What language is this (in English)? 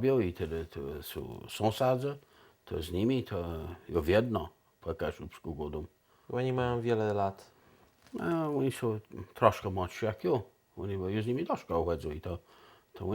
Kashubian